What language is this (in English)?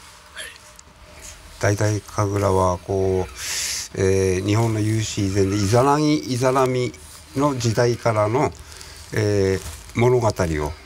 Japanese